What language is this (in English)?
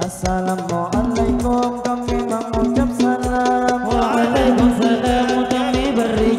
Banjar